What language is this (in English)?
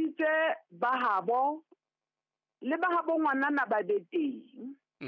Southern Sotho